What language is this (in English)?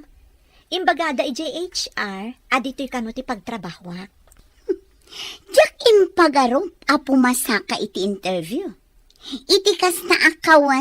Iloko